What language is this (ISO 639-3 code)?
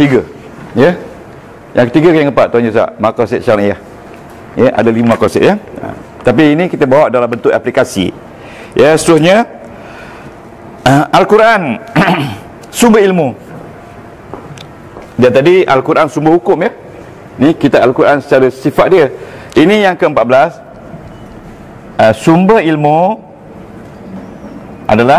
msa